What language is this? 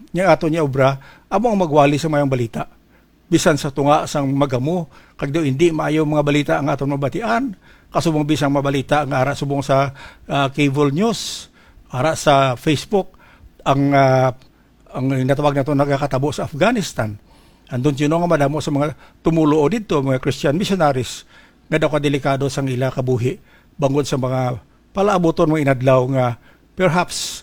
Hiligaynon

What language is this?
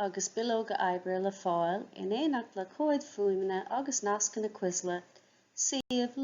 Irish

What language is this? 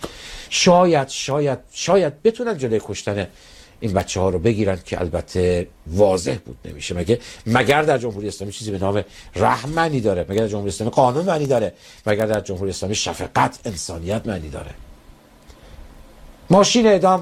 Persian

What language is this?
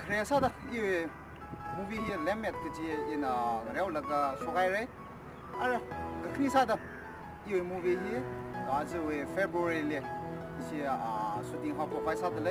Tangkhul Naga (India)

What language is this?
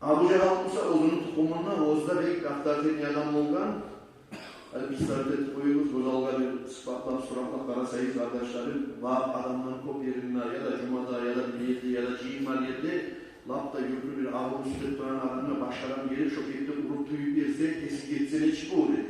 Kumyk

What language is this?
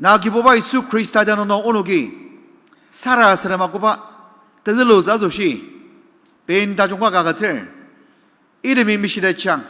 Ao Naga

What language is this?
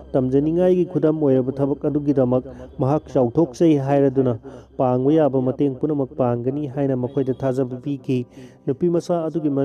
Manipuri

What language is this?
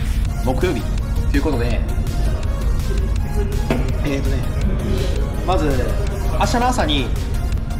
Japanese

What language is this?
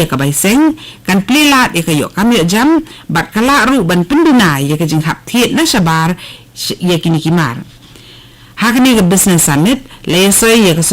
Khasi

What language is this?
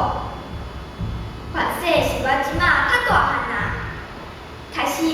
Min Nan Chinese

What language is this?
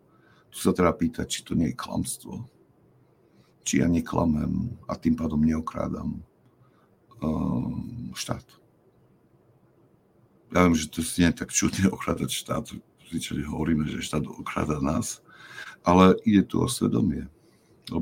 Slovak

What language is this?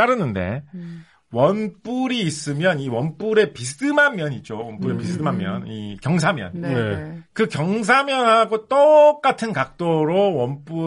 Korean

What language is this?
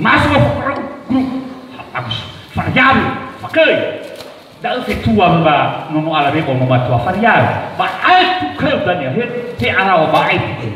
Nias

